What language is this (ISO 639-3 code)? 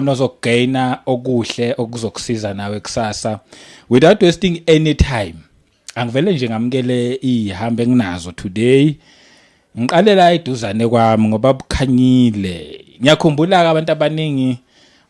zul